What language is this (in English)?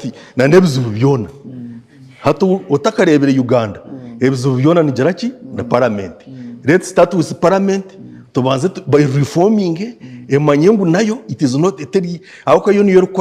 Nyankole